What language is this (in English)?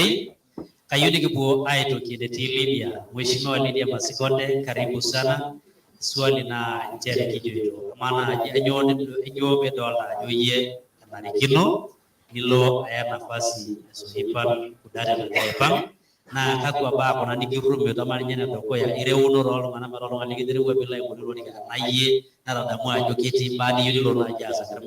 Masai